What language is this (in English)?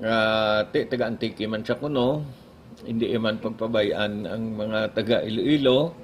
Hiligaynon